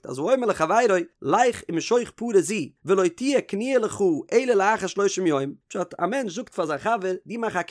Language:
Yiddish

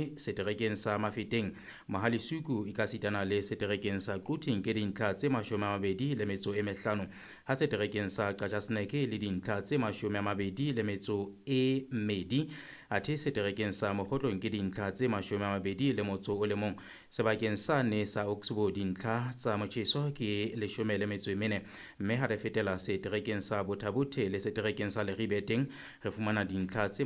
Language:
Southern Sotho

